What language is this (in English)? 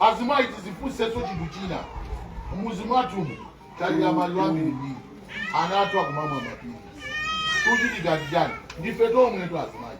Nyanja